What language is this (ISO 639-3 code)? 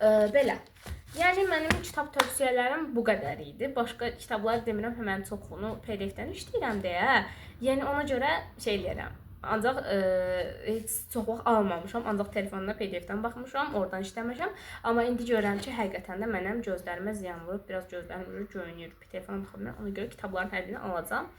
aze